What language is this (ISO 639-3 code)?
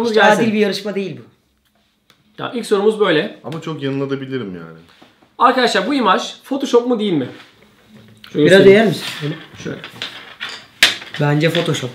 tur